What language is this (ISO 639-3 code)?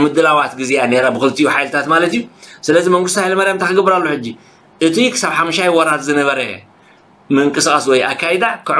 tir